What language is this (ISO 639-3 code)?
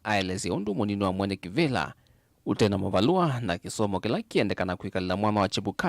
kam